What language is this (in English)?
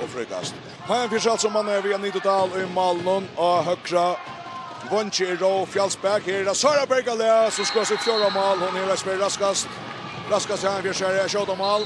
Faroese